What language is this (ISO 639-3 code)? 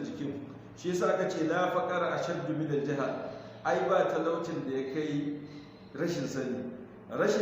hau